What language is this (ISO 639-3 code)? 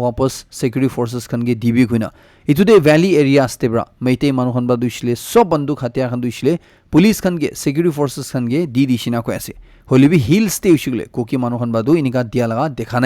nag